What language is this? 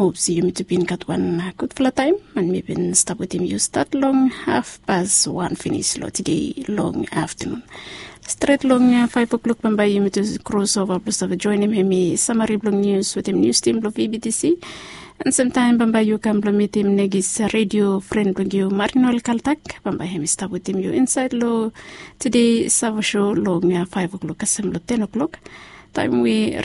Bislama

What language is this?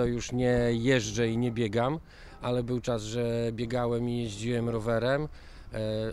Polish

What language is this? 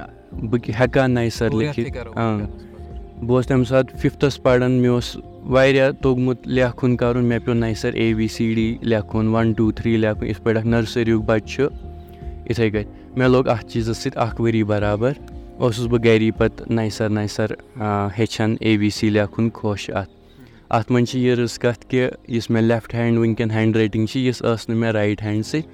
Kashmiri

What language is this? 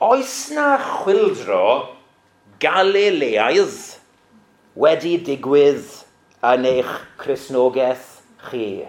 Welsh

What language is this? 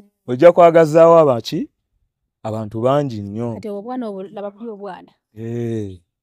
Ganda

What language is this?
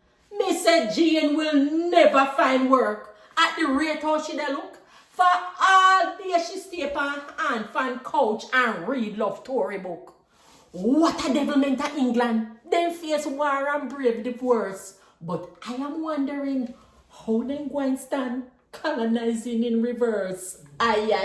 Jamaican Creole English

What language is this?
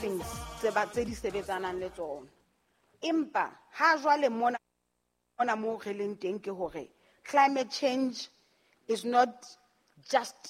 Southern Sotho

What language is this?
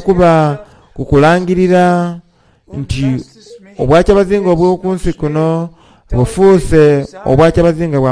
Soga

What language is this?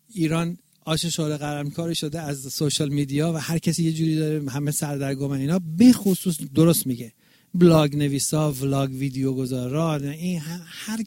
Persian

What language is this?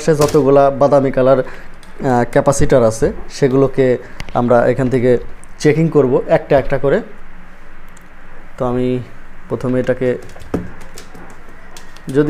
Bangla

